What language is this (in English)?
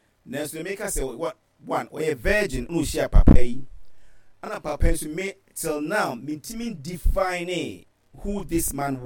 Akan